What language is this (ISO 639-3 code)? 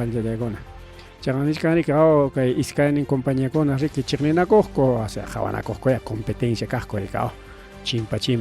quy